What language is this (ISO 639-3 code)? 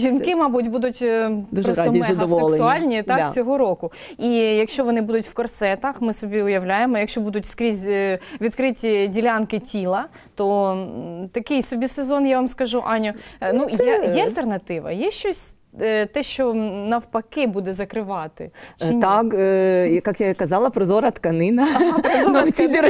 ukr